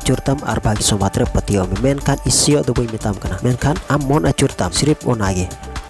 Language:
Santali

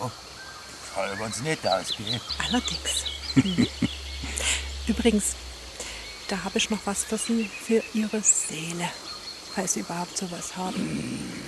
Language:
Bavarian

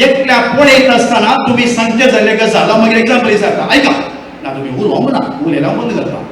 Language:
Konkani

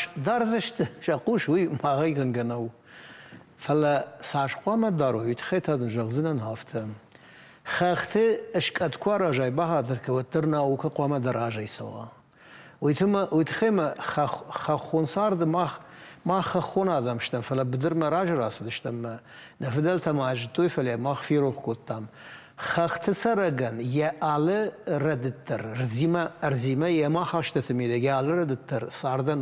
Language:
Ossetic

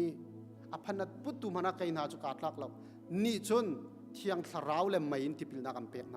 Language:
Hakha Chin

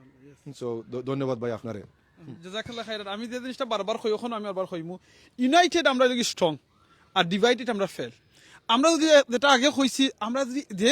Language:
Sylheti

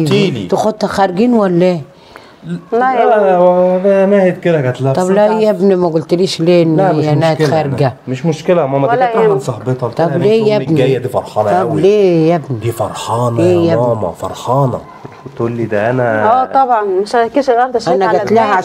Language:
Egyptian Arabic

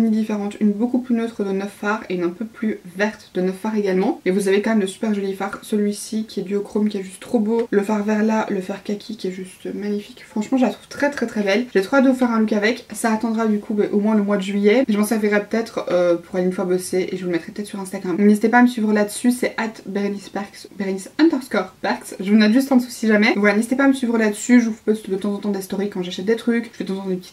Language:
French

